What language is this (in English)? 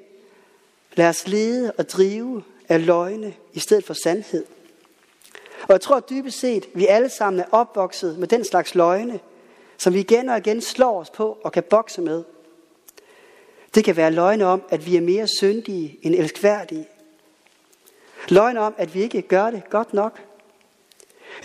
Danish